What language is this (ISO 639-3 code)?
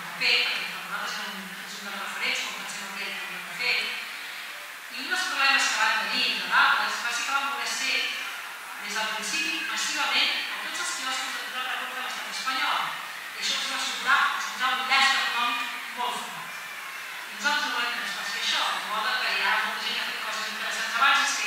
cat